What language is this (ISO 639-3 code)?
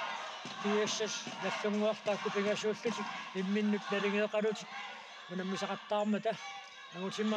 kal